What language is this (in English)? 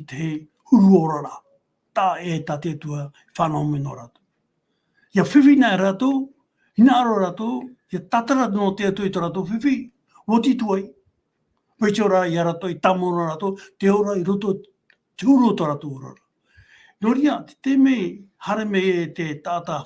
Tahitian